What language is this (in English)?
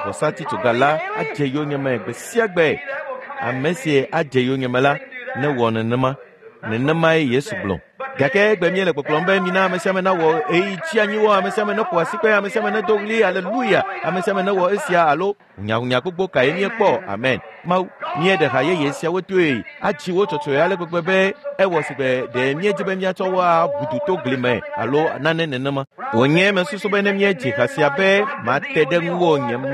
Ewe